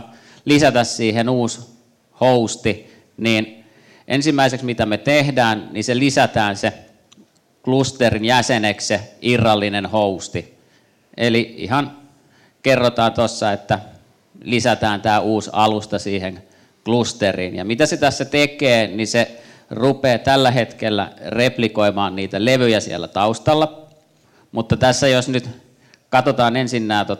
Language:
Finnish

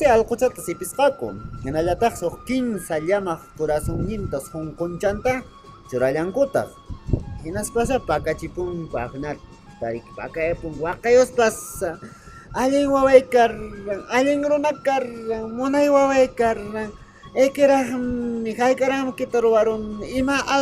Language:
Quechua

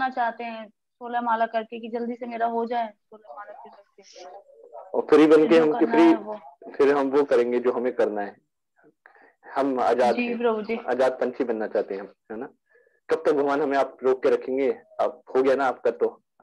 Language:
Hindi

